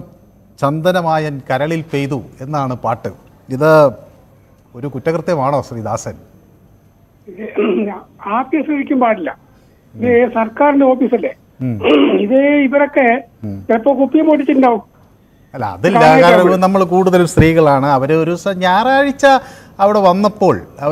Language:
Malayalam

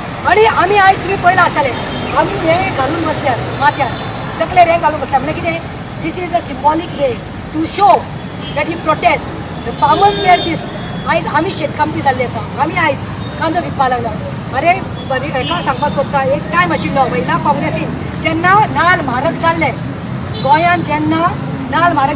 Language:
Konkani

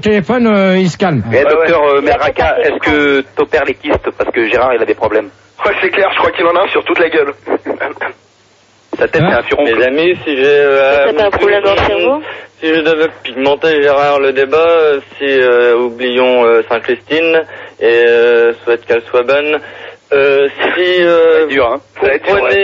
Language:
French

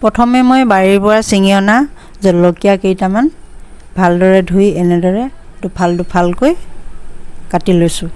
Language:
Assamese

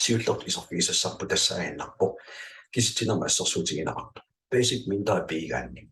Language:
Kalaallisut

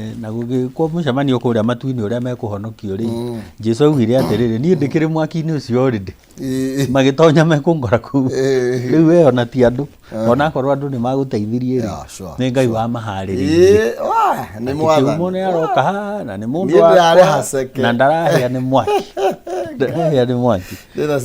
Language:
Kikuyu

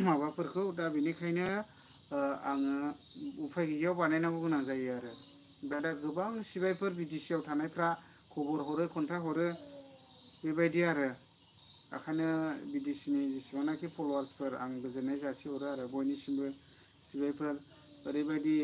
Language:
Bodo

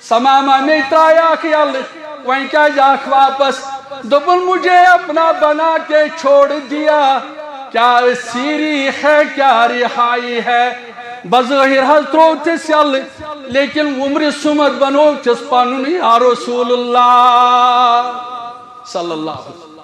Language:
Kashmiri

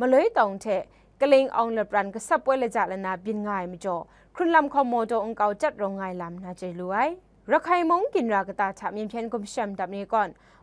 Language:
Kachin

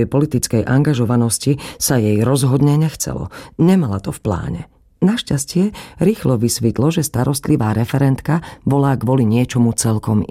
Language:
Slovak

